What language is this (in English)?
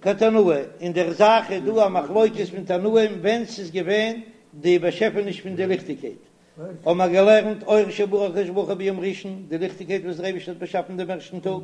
Yiddish